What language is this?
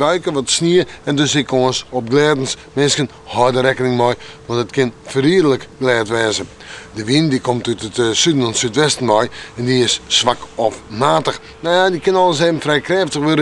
Western Frisian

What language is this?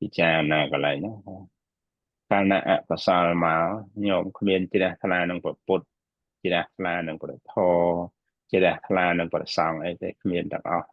Khmer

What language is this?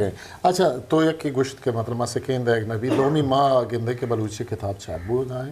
Eastern Balochi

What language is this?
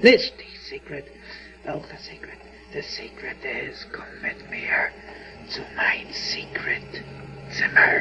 Yiddish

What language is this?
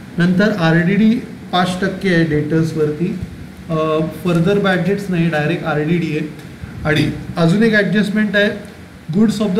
Marathi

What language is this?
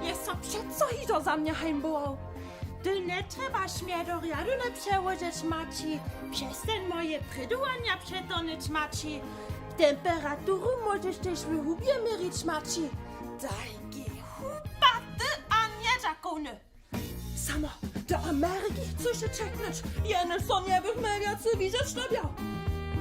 Upper Sorbian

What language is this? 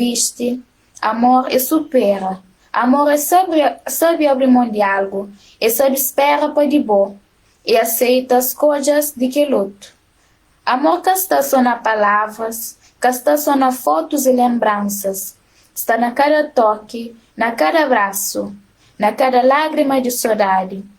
Kabuverdianu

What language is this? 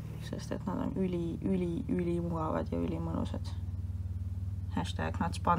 Estonian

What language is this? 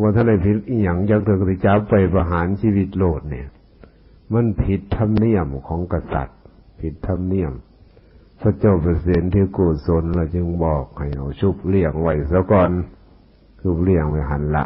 Northeastern Thai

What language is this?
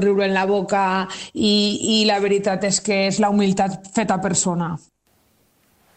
Catalan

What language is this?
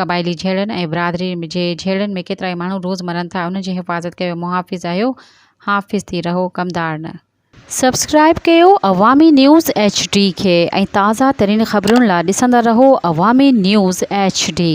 Sindhi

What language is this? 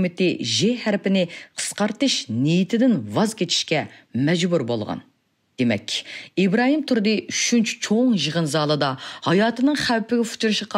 Uyghur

